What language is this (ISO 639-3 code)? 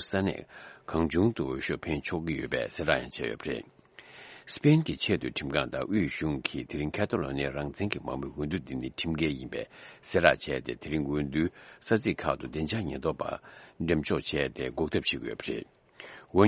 bod